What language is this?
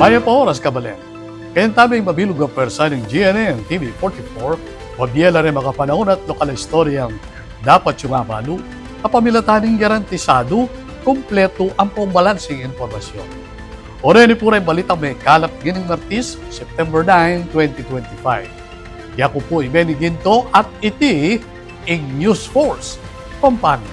Pampanga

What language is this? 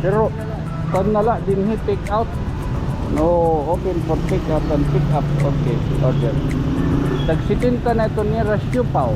Waray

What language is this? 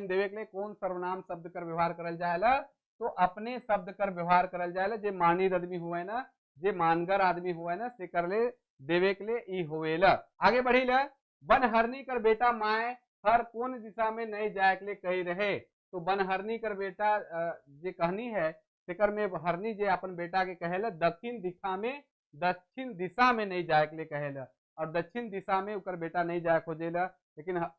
Sadri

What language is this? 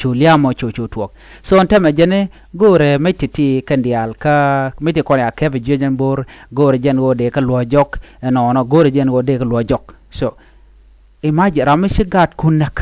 Nuer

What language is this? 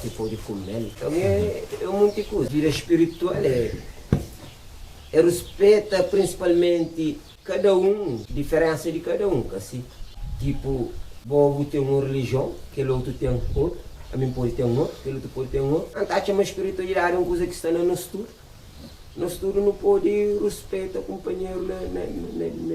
Kabuverdianu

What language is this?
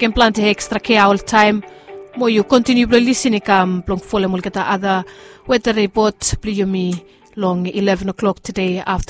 Bislama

